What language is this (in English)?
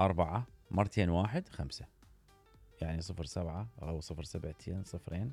Mesopotamian Arabic